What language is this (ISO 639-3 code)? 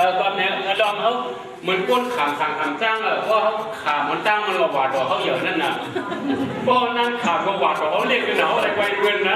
shn